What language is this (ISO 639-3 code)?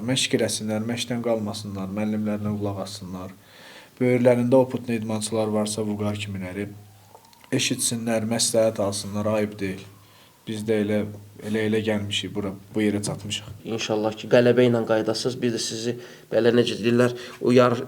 aze